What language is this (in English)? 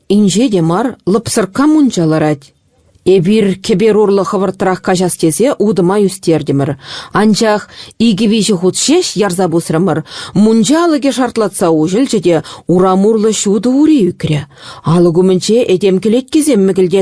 Chuvash